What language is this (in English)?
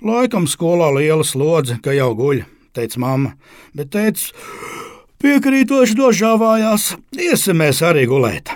Latvian